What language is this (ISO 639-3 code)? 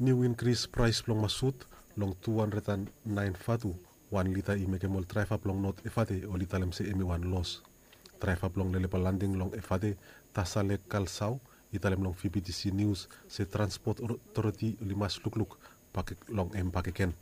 bis